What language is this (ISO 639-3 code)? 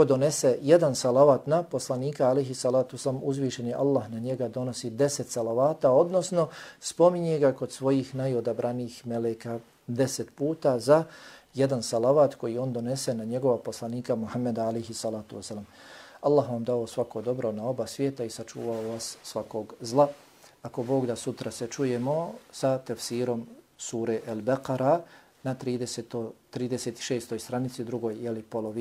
bos